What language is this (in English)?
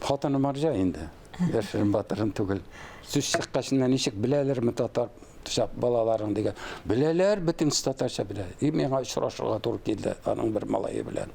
Tatar